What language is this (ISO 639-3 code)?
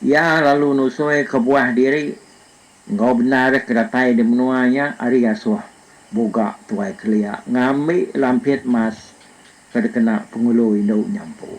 iba